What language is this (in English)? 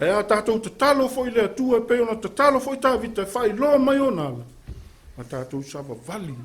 Samoan